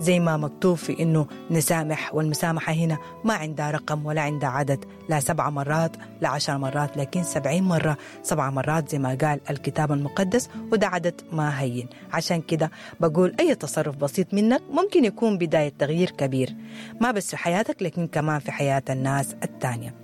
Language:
Sudanese Arabic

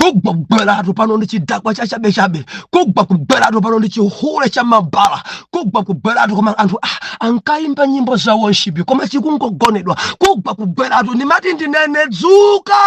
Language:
Nyanja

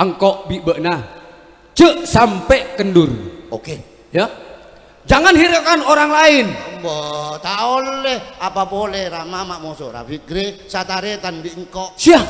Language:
Madurese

